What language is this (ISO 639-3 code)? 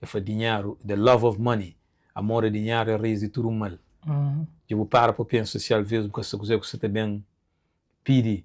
kea